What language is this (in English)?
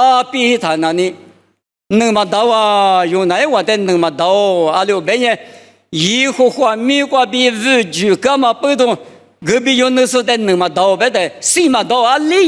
Lisu